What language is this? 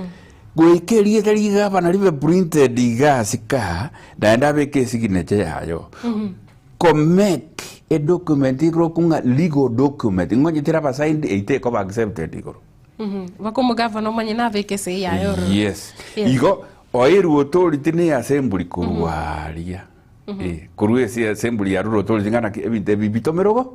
Gusii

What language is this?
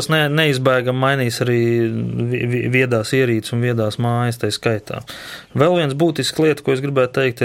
Latvian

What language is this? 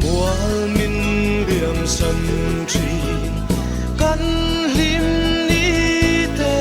Mizo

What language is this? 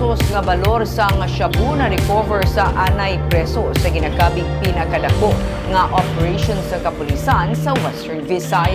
Hiligaynon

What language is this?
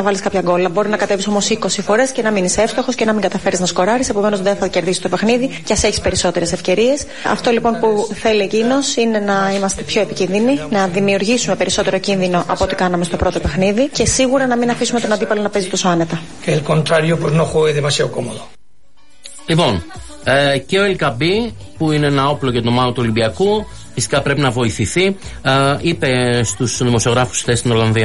Greek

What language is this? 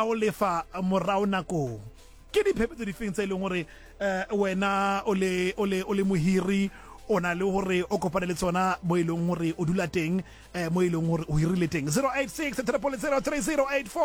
Southern Sotho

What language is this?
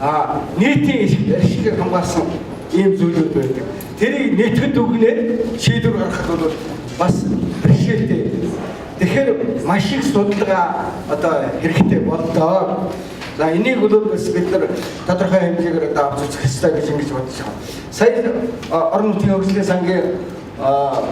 Mongolian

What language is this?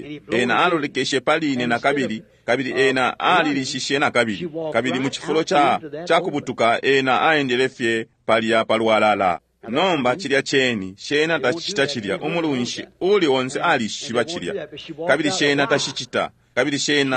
Bemba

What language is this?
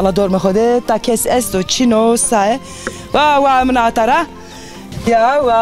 Zaza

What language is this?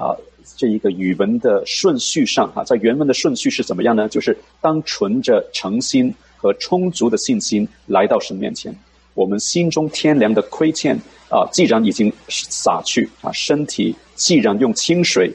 Chinese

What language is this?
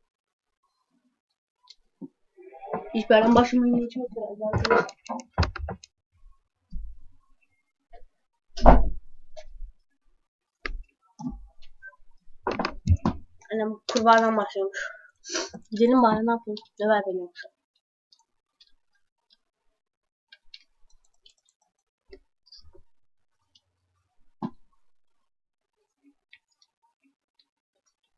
Turkish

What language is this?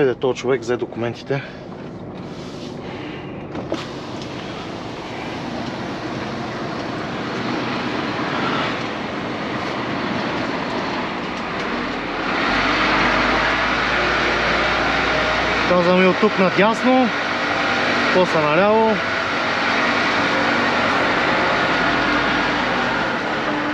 Bulgarian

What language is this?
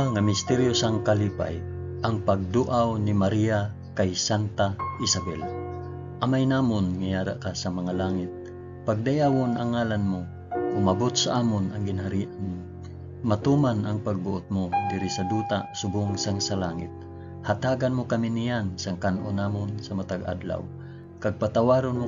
Hiligaynon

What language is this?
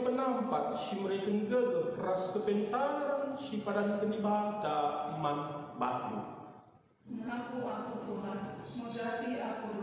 Batak Karo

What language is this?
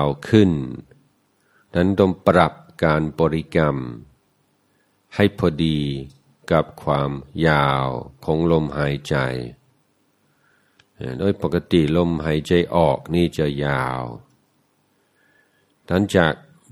Thai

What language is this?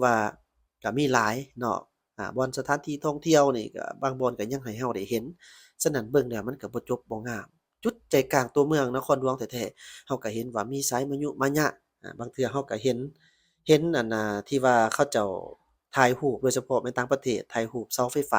Lao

